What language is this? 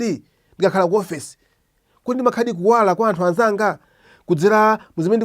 Nyanja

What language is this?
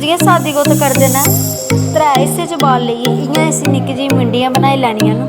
Dogri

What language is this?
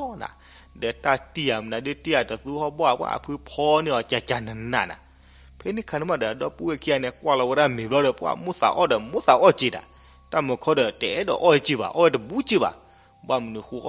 S'gaw Karen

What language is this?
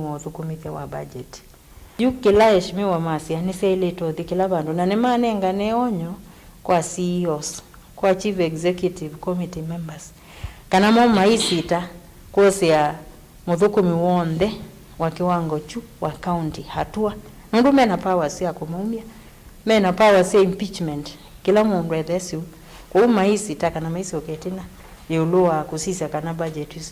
Kamba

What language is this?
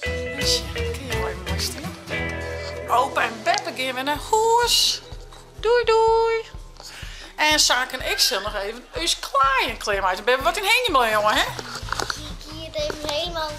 Western Frisian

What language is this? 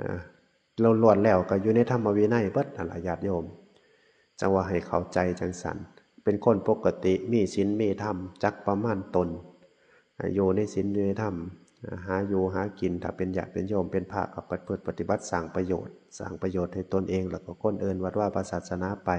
Northeastern Thai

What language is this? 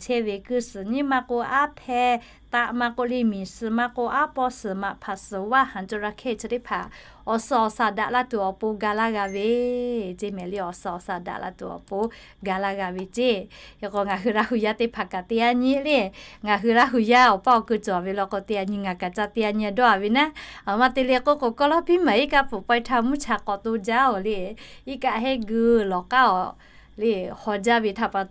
Lahu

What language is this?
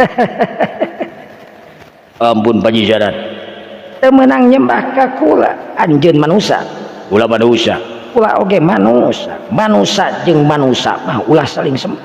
Sundanese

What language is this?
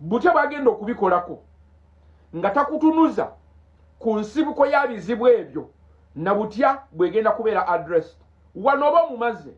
Ganda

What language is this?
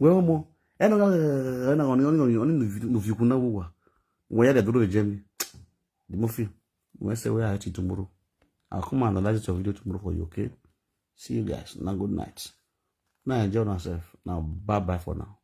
Nigerian Pidgin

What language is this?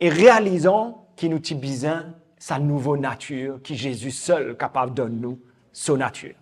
Morisyen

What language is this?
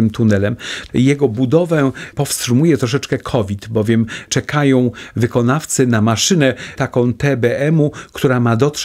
Polish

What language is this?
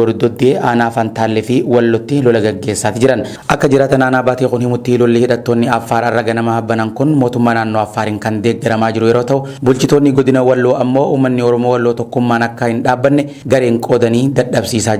Oromo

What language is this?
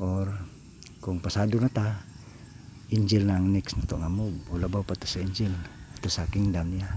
Cebuano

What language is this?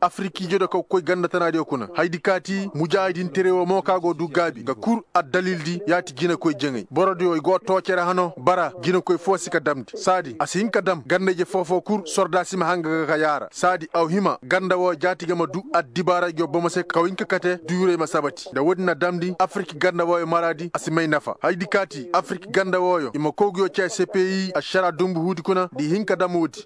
Koyraboro Senni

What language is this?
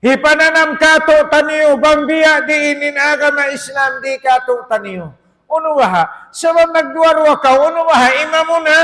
Tausug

